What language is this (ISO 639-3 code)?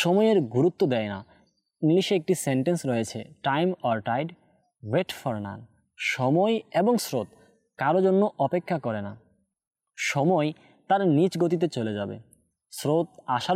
ben